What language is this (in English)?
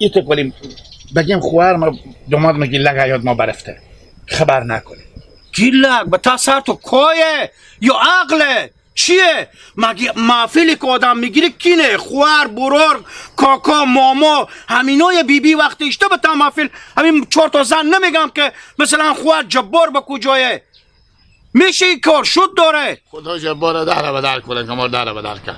Hazaragi